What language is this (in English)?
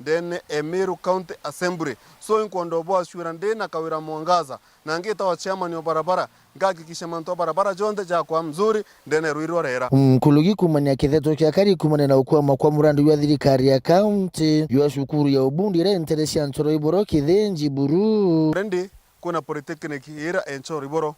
Meru